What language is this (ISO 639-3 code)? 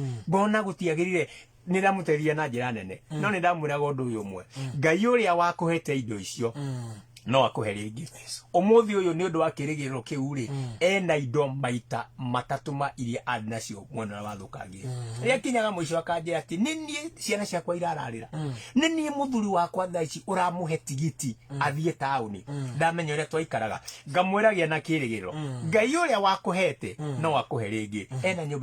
kik